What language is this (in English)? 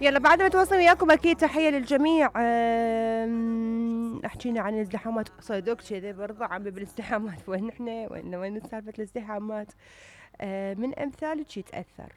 Mesopotamian Arabic